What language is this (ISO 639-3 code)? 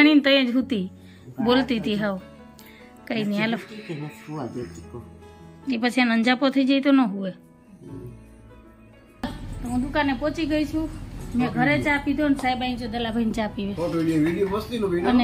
guj